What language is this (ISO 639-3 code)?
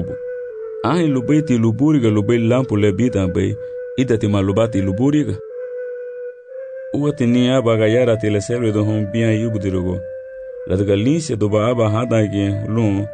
cab